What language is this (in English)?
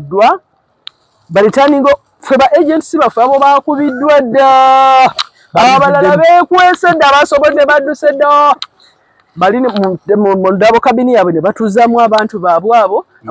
Ganda